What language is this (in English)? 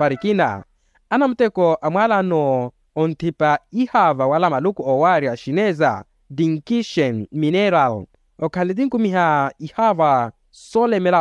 Makhuwa